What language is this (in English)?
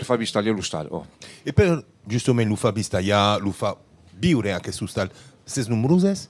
Occitan